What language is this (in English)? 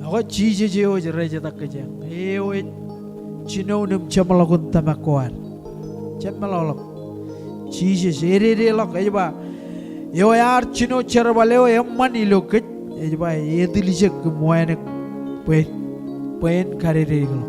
Marshallese